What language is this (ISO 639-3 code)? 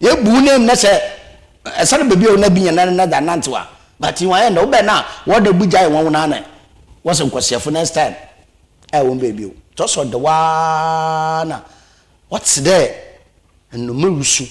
aka